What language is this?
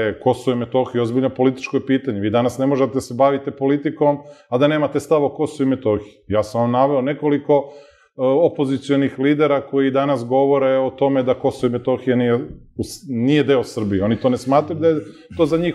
Serbian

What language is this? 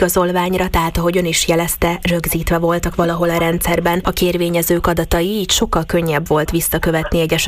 Hungarian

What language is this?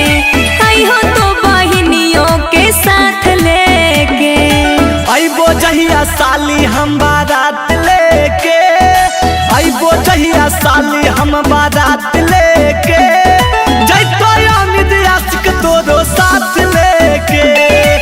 Magahi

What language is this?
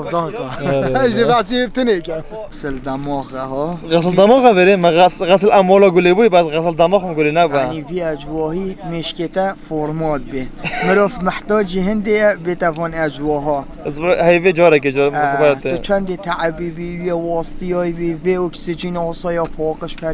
Kurdish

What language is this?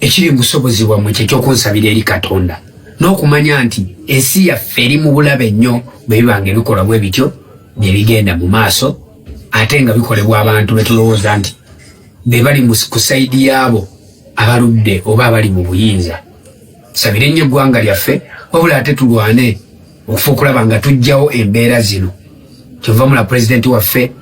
Ganda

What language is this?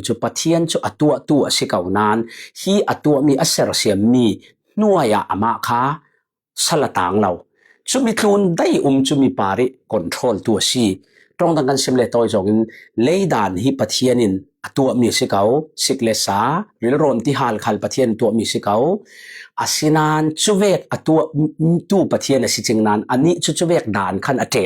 Falam Chin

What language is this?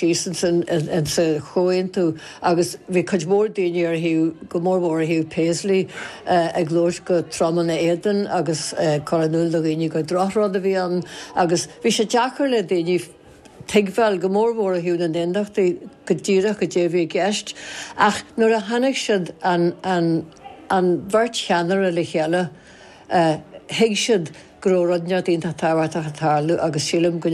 Irish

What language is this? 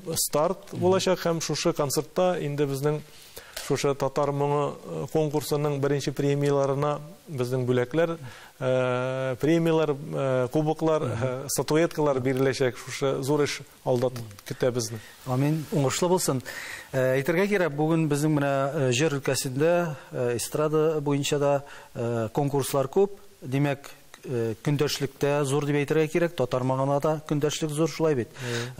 Tatar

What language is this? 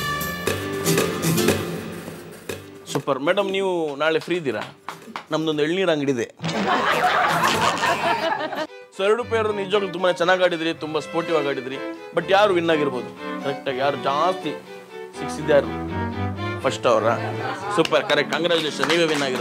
Kannada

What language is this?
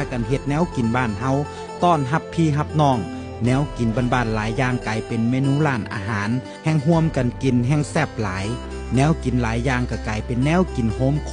Northeastern Thai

